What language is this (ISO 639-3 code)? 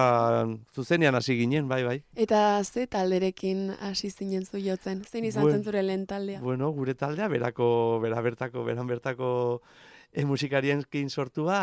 eus